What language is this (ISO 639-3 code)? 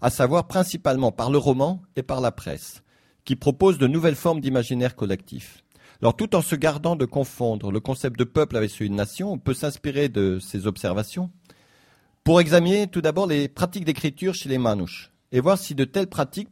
fra